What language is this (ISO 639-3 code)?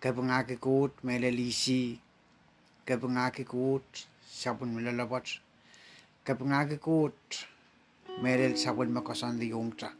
pon